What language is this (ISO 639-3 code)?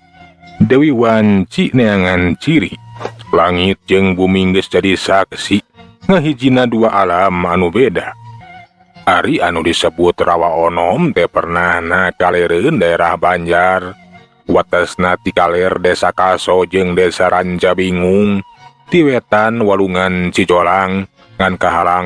sun